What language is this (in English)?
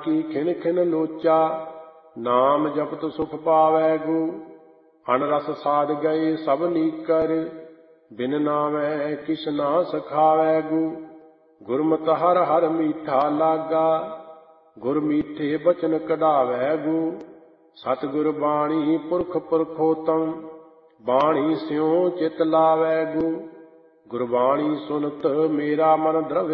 Punjabi